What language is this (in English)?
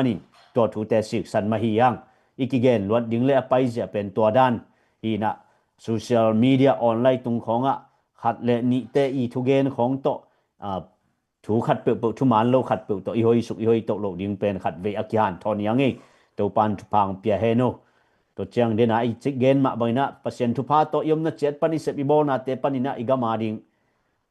Tedim Chin